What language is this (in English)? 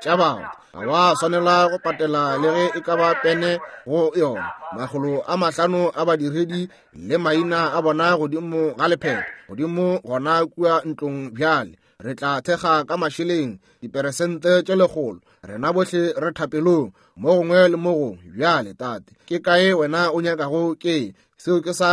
Northern Sotho